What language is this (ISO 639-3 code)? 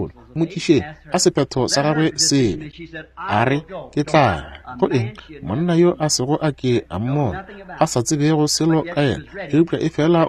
nso